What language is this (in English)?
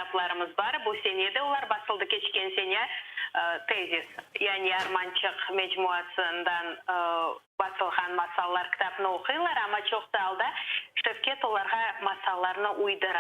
Crimean Tatar